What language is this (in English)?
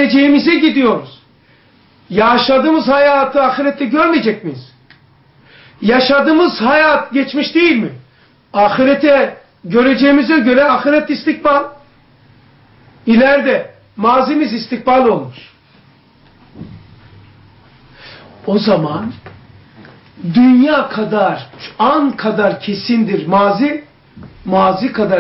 Turkish